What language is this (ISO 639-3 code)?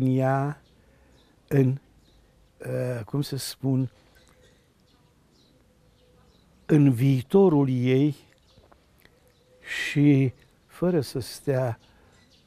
ron